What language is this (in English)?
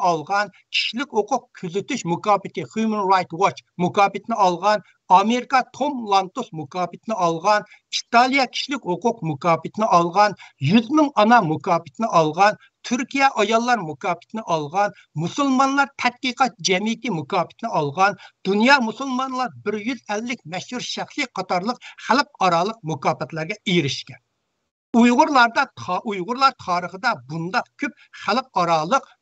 Uyghur